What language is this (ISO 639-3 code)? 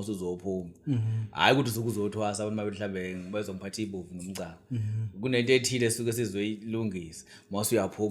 zul